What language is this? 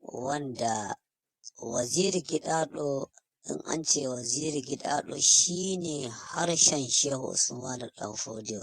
Hausa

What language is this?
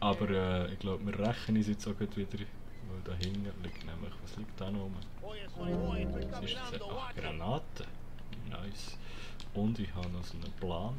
Swiss German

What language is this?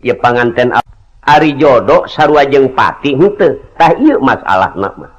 Sundanese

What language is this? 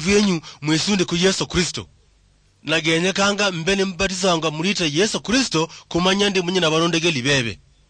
Luyia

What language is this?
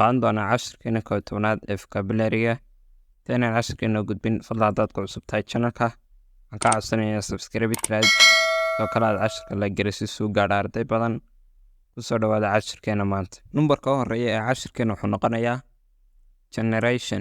Somali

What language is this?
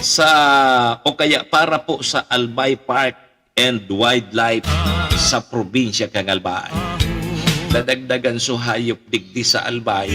Bikol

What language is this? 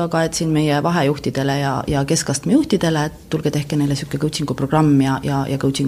Estonian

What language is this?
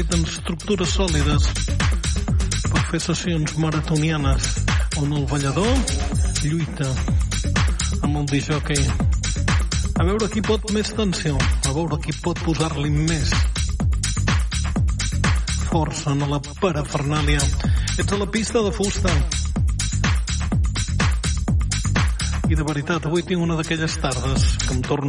Catalan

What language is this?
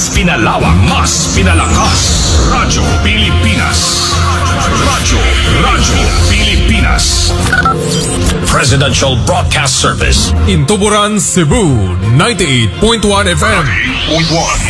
Filipino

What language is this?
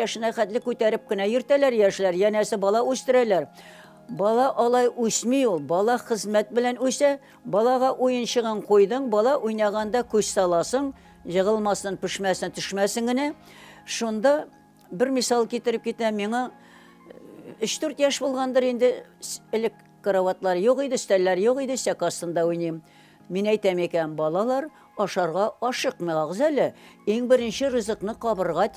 Tatar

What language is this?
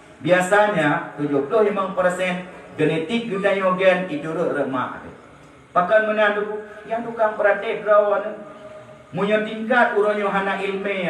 Achinese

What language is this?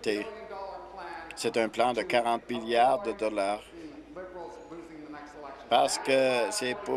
French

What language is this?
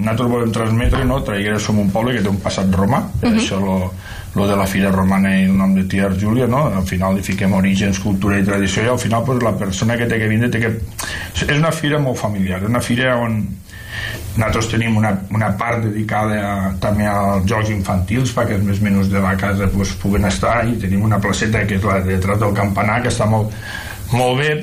Catalan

